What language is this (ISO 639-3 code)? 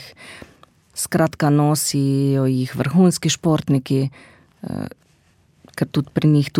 slv